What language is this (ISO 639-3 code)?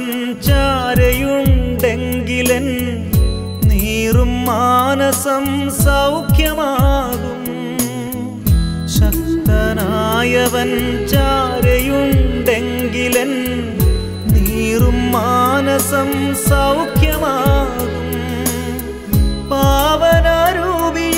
mal